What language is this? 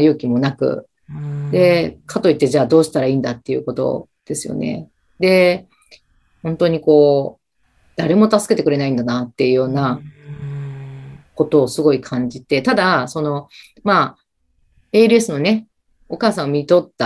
Japanese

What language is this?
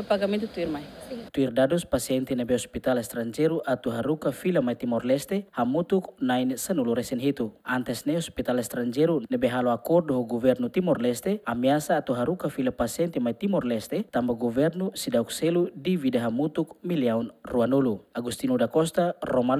Tetum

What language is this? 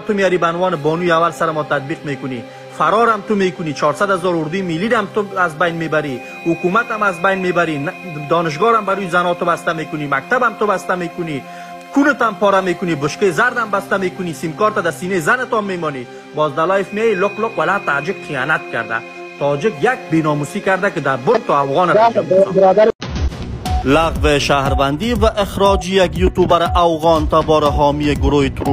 Persian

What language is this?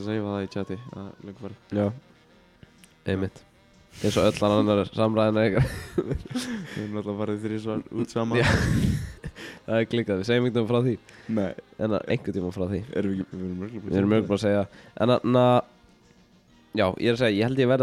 Icelandic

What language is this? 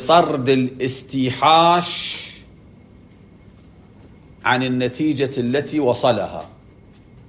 Arabic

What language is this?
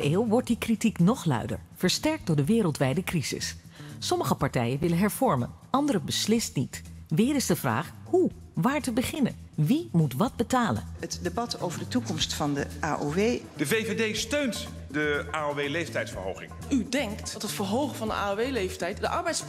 Dutch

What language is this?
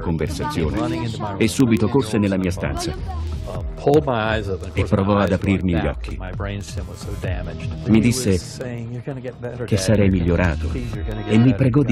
Italian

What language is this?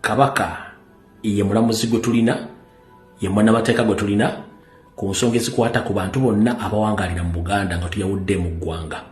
Ganda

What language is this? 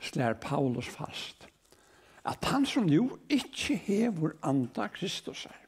Faroese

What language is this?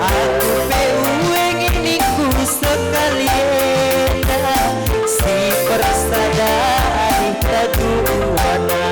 Batak Karo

